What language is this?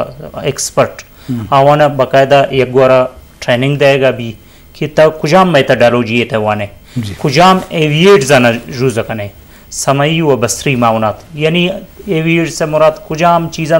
Eastern Balochi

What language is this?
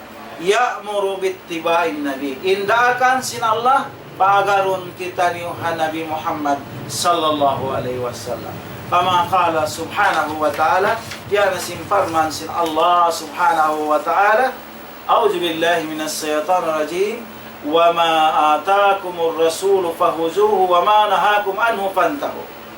Tausug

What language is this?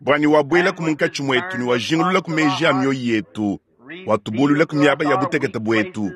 Luba-Lulua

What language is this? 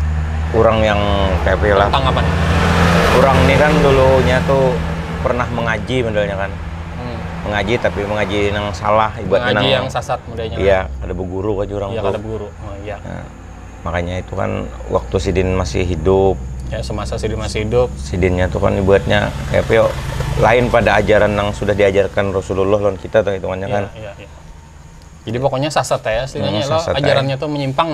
Banjar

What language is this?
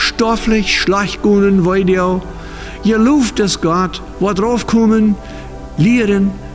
Plautdietsch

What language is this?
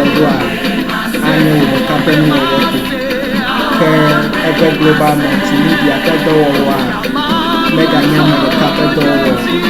Ewe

